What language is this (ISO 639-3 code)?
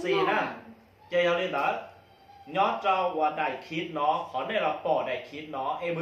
hmn